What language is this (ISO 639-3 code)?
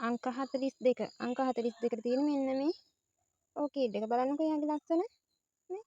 sin